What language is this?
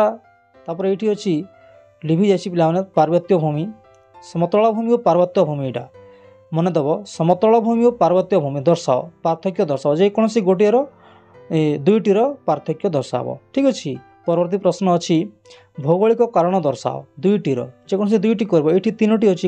Odia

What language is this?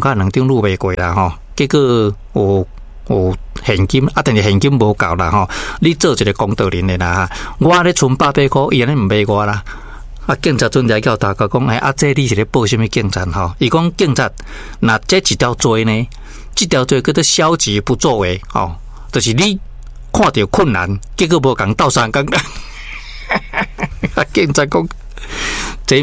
Min Nan Chinese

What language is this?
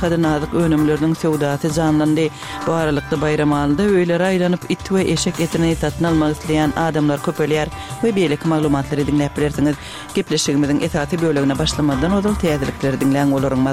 Turkmen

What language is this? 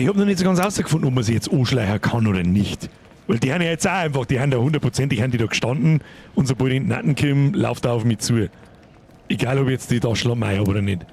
Bavarian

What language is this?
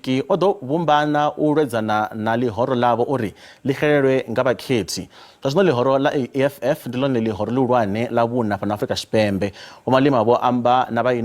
Venda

